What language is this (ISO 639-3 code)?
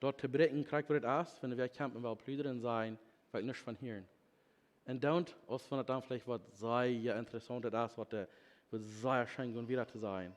pdt